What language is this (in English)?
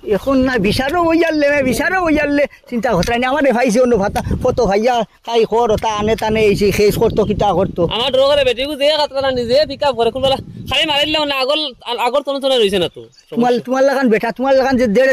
Sylheti